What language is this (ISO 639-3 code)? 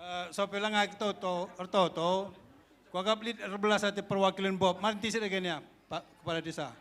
btx